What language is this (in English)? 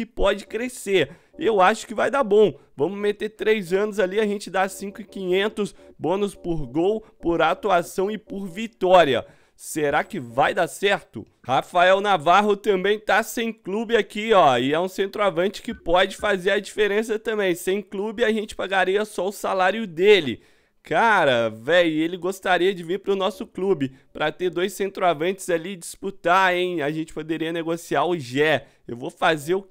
Portuguese